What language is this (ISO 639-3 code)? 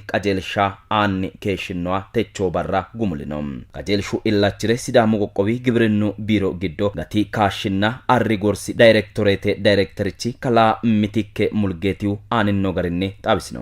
sid